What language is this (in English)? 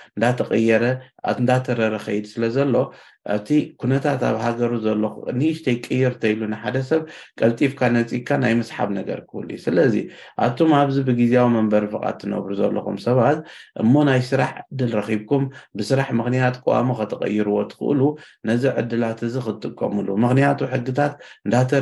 Tigrinya